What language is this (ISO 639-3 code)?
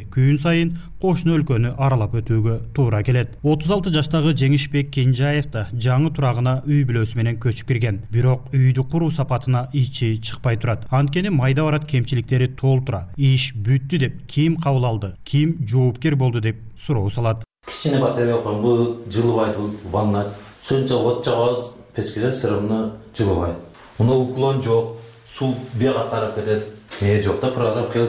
kir